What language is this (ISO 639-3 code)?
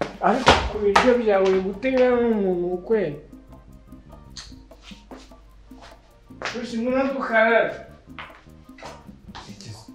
kin